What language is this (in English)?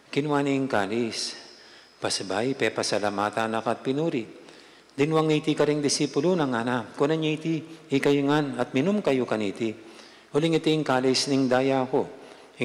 Pampanga